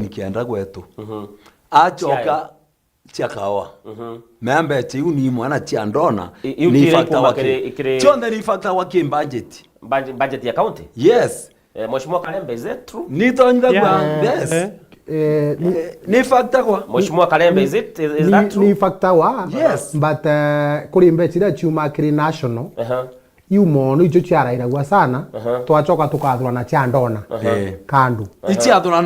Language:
Meru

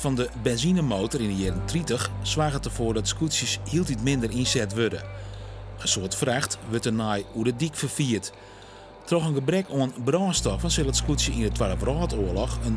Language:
Western Frisian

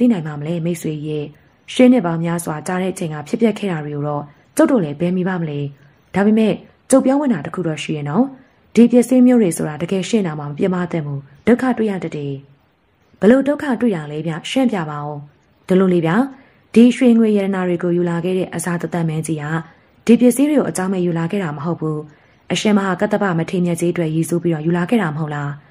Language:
Burmese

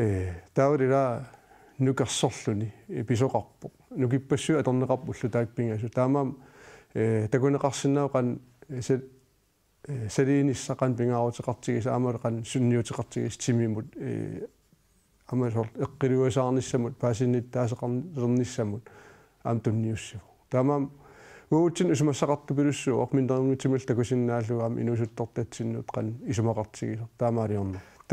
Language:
Kalaallisut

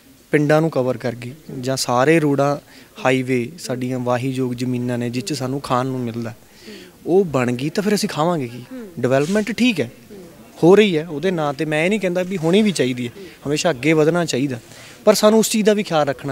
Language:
Punjabi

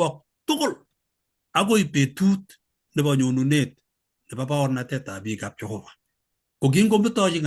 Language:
Kalenjin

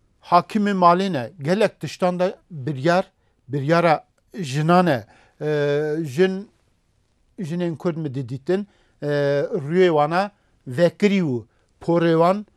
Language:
Kurdish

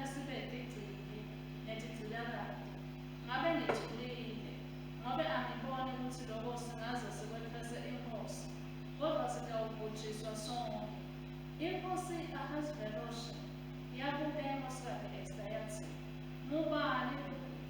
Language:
Swati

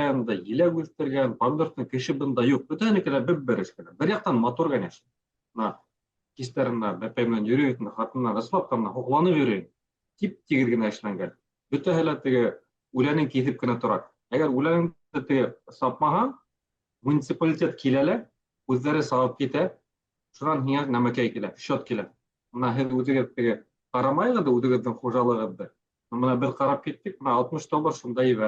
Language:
Bashkir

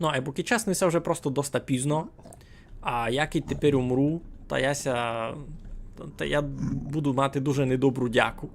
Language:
Rusyn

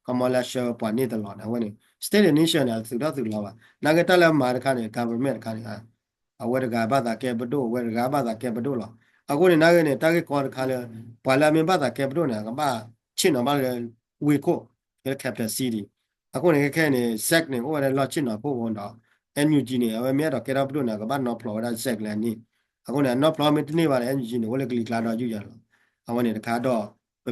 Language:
S'gaw Karen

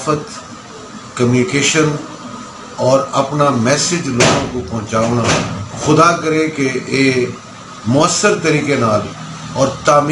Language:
Saraiki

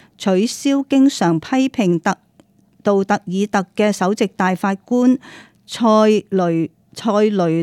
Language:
Cantonese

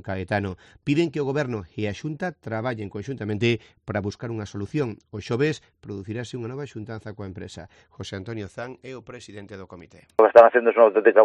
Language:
Galician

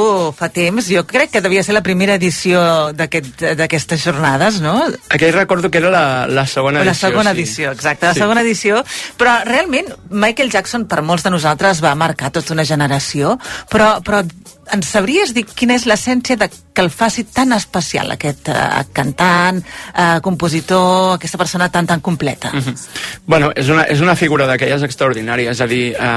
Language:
Catalan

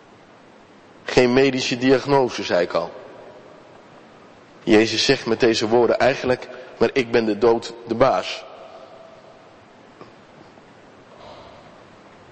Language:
Dutch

